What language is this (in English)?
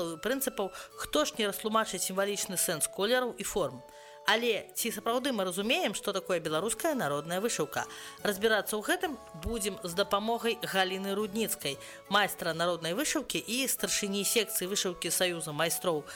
Belarusian